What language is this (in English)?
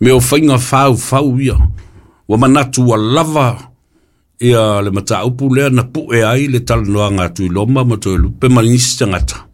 Samoan